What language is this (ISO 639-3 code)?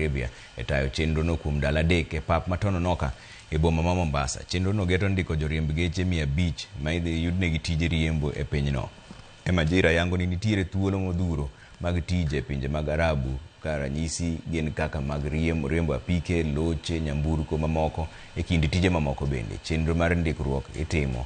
luo